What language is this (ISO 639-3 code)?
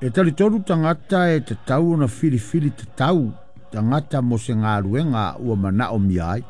smo